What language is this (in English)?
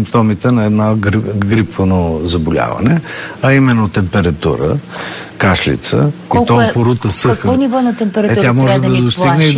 Bulgarian